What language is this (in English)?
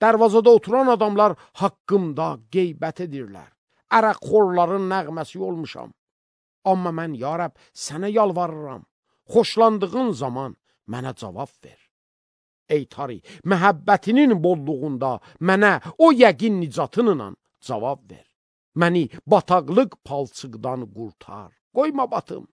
Azerbaijani